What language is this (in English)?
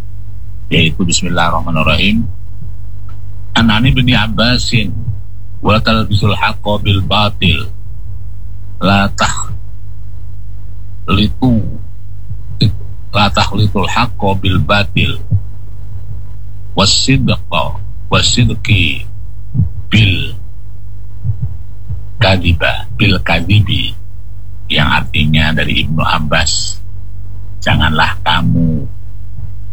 Indonesian